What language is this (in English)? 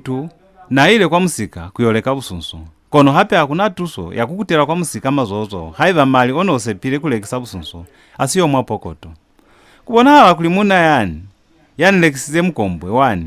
Lozi